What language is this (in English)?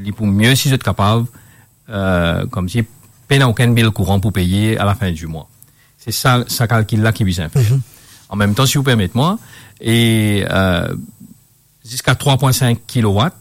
Morisyen